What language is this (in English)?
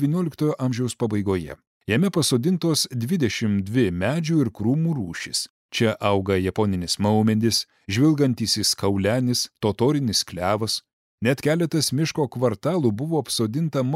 Lithuanian